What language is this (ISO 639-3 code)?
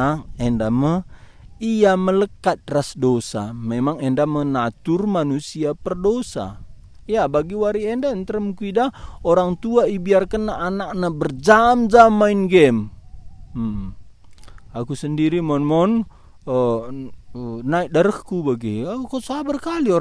btx